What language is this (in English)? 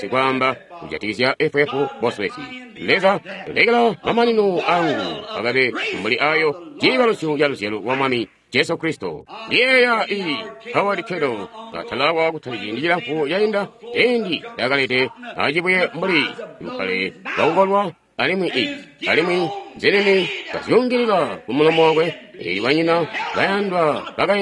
Tonga (Zambia)